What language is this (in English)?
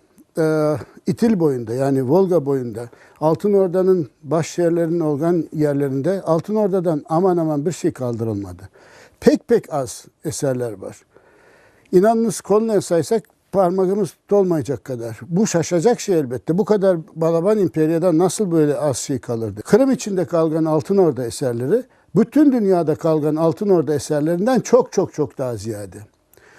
Crimean Tatar